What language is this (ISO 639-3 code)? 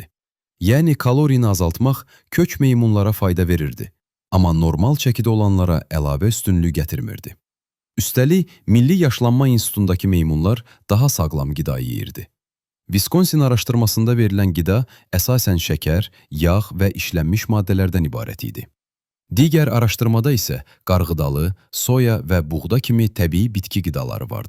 aze